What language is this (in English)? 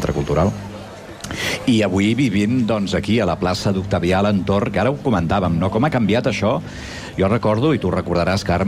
Catalan